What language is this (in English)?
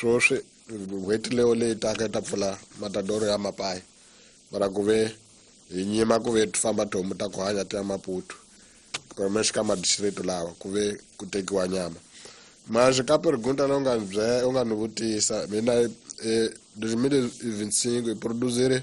Tsonga